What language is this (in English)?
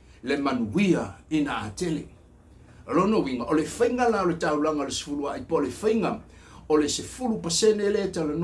Samoan